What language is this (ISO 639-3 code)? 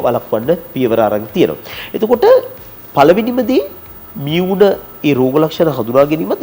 sin